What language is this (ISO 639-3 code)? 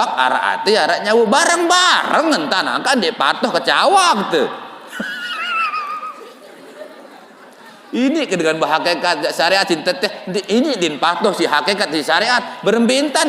sas